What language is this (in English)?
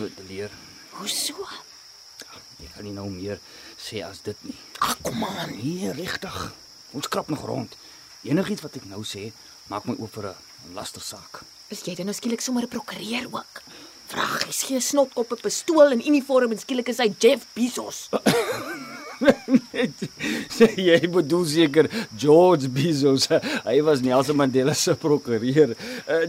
Afrikaans